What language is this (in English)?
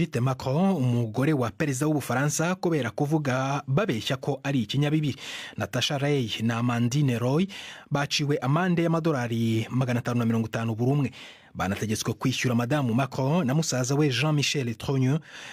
Kinyarwanda